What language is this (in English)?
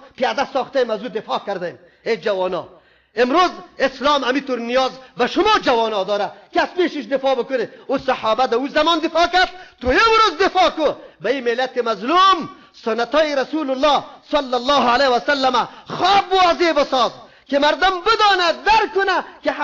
Persian